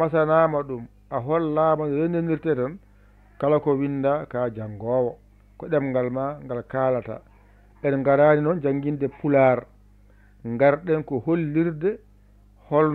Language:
Fula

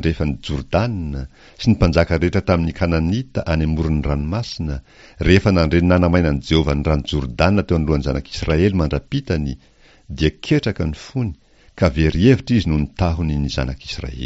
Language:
Malagasy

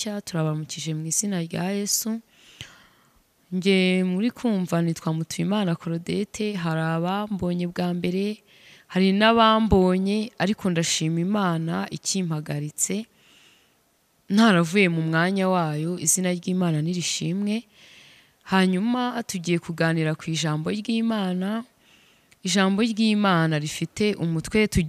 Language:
Kinyarwanda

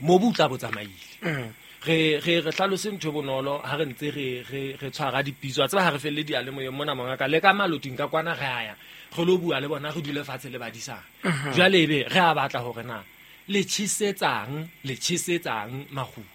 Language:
Southern Sotho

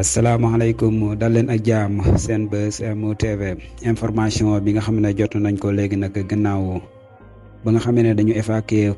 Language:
Wolof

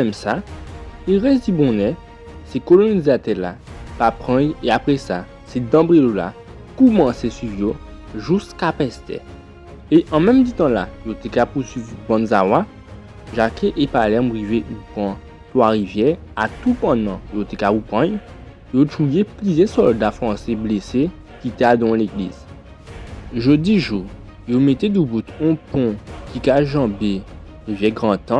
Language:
Guadeloupean Creole French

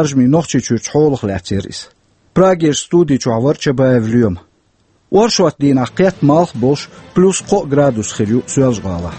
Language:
Chechen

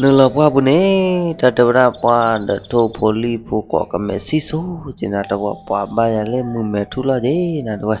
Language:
S'gaw Karen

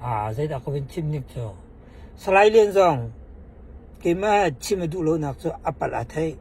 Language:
Hakha Chin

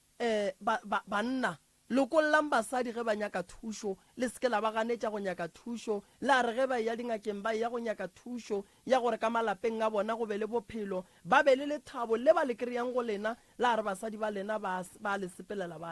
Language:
Northern Sotho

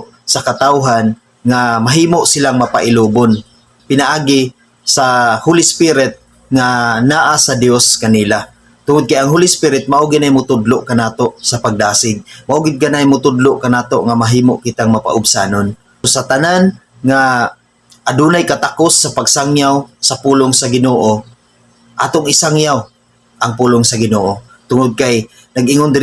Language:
Cebuano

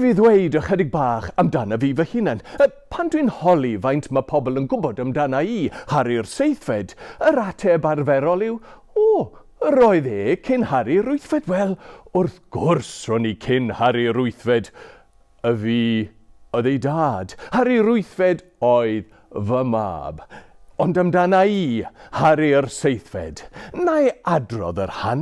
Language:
Welsh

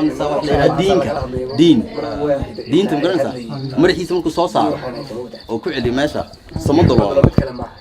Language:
Somali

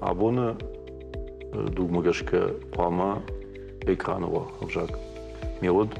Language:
Ossetic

